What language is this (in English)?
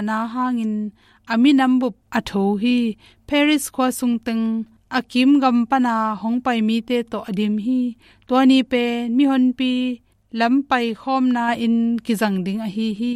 Tedim Chin